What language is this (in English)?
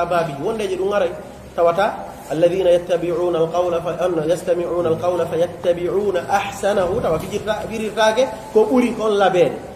Pular